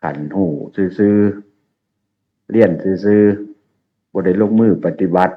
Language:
Northeastern Thai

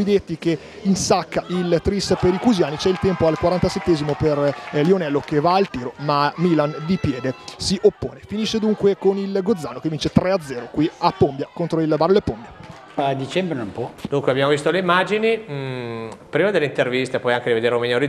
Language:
Italian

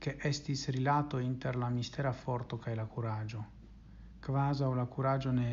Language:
Esperanto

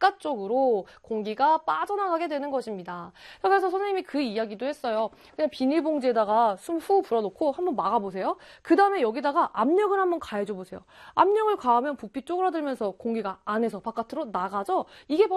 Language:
Korean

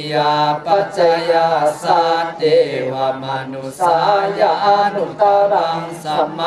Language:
Pali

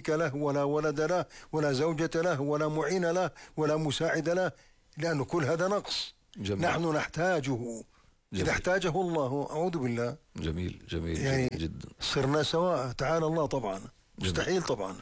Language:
Arabic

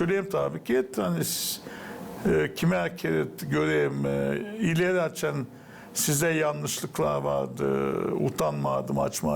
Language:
Gagauz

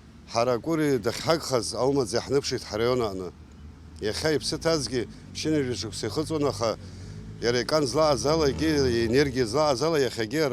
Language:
Abkhazian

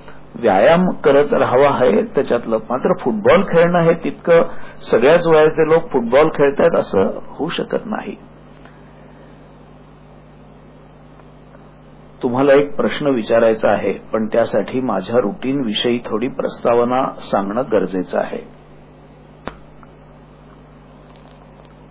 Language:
Marathi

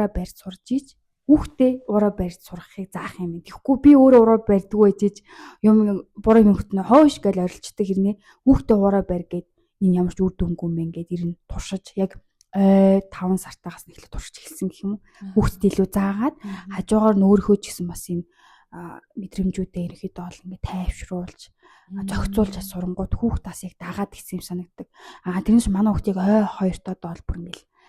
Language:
Mongolian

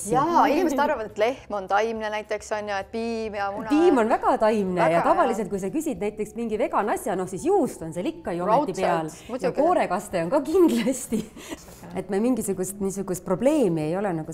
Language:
Estonian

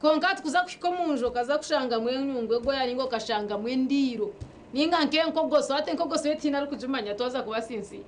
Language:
Nyankole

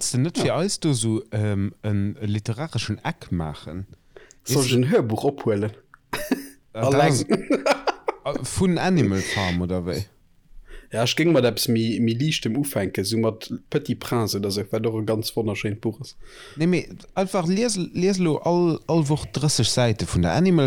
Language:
Luxembourgish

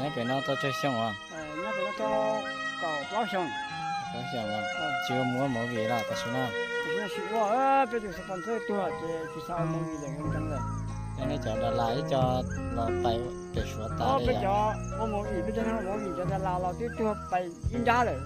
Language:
Hmong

